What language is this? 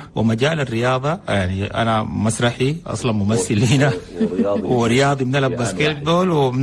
Chadian Arabic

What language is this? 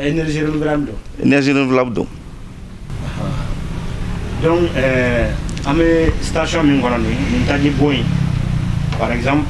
Bambara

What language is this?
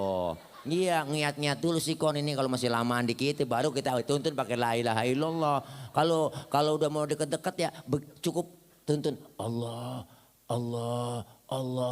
Betawi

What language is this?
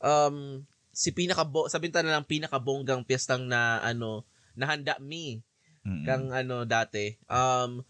Bikol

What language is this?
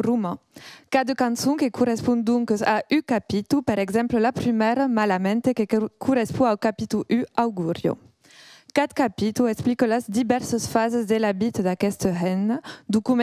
Occitan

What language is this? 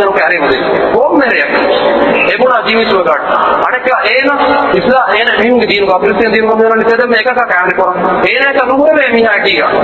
Divehi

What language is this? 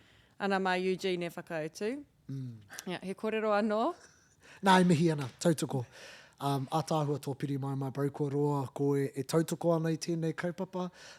Māori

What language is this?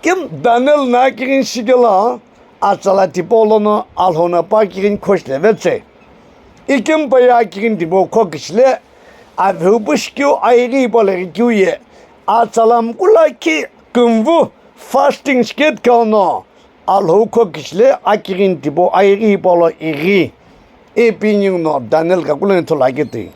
Sumi Naga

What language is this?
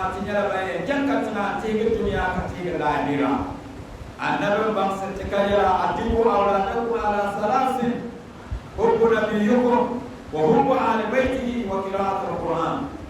Dagbani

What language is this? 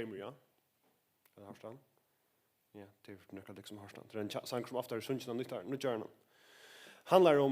Faroese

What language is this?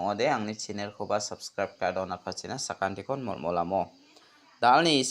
Garo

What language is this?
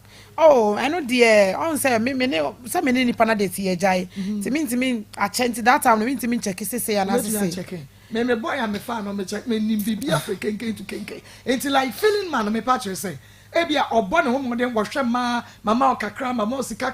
Akan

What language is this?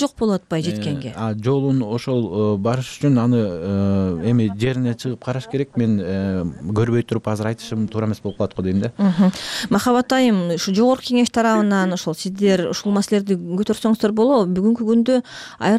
Kyrgyz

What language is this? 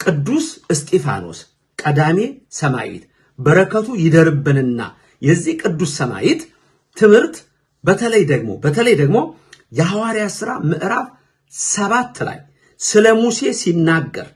Amharic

